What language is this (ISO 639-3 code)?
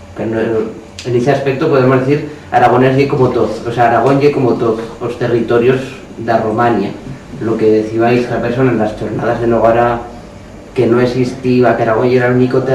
arg